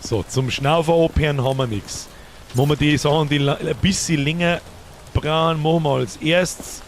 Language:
Bavarian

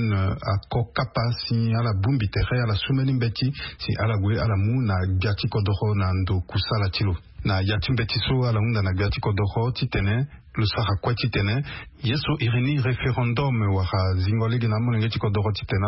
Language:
Sango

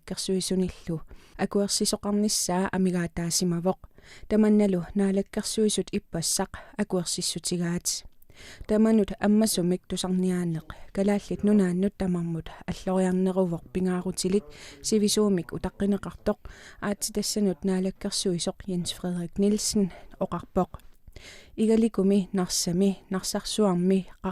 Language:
Kalaallisut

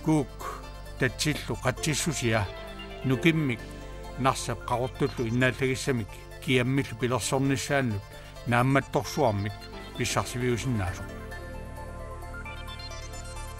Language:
Kalaallisut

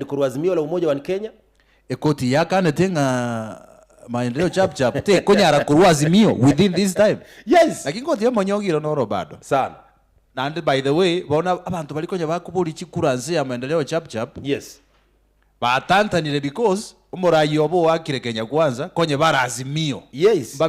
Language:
Gusii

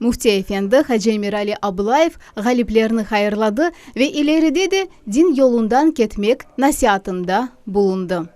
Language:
Crimean Tatar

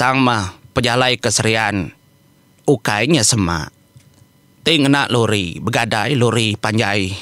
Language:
Iban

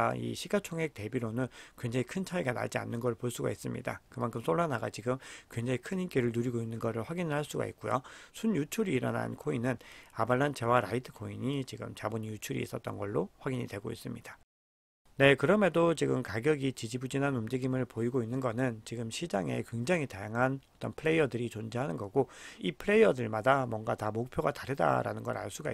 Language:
Korean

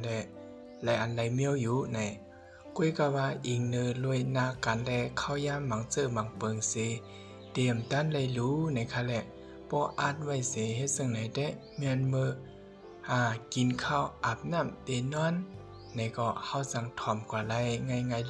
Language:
Shan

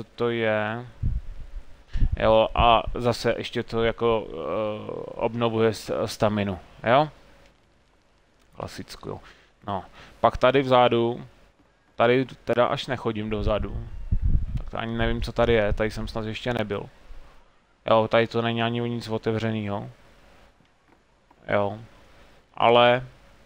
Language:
Czech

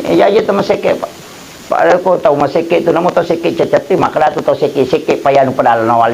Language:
Buginese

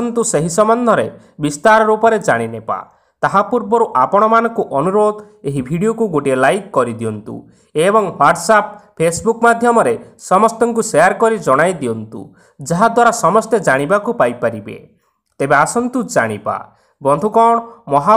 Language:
Odia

